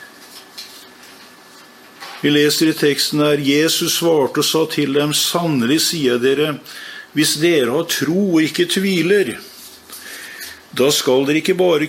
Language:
Norwegian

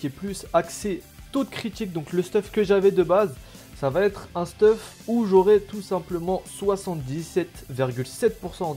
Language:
French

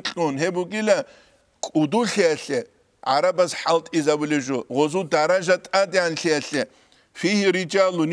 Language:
Avaric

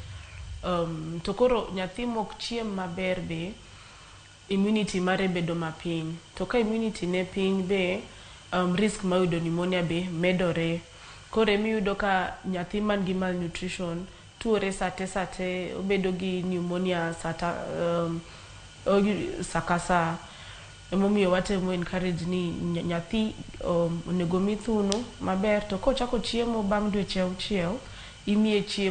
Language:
Luo (Kenya and Tanzania)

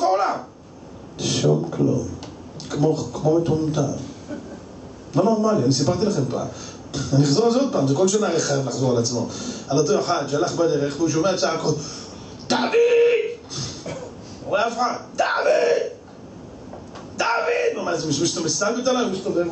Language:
Hebrew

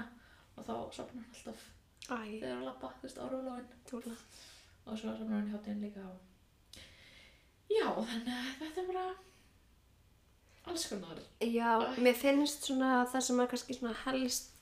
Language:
Icelandic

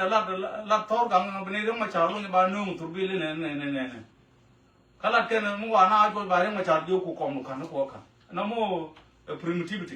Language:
Nuer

